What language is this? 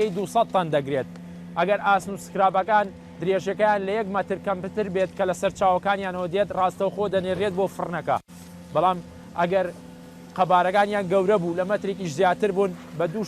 Central Kurdish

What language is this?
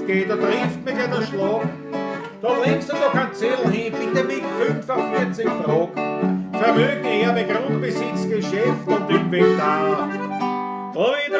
Bavarian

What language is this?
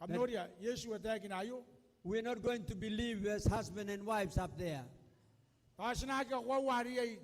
Gilbertese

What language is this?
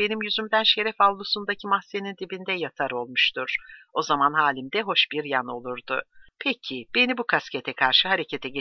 Turkish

